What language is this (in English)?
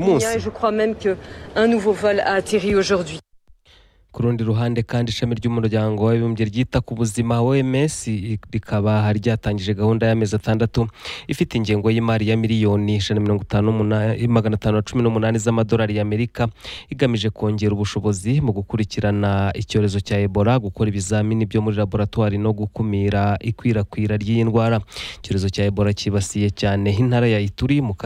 Kinyarwanda